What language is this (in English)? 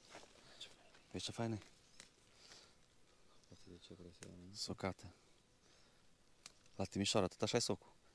Romanian